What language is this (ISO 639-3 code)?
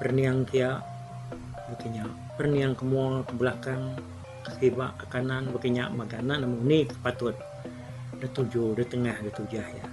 iba